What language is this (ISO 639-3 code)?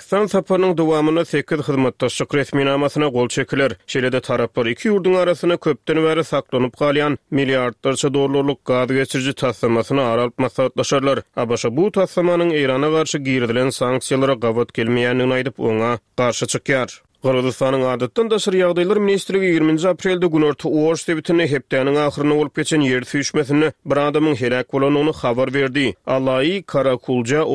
tuk